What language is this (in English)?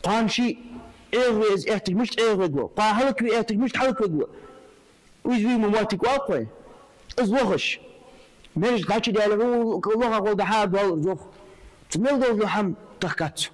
Ingush